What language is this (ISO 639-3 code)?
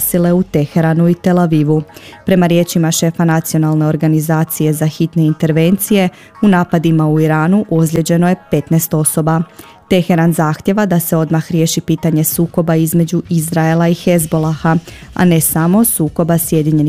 hrv